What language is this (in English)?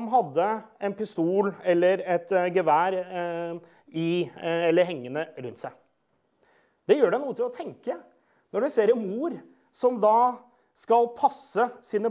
Norwegian